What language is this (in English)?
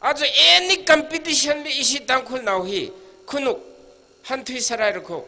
Tangkhul Naga (India)